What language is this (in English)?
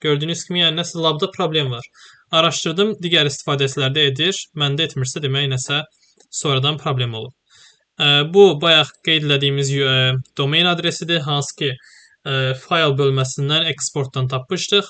Azerbaijani